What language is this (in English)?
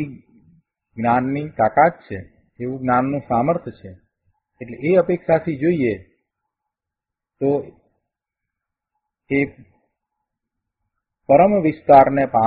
Gujarati